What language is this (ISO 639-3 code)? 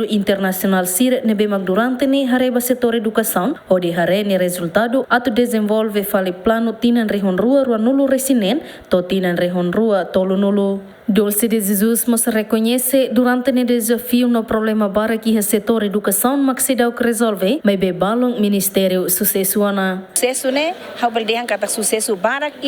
tet